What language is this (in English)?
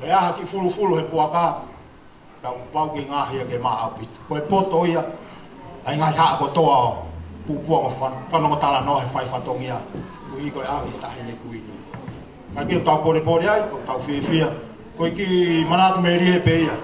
Tongan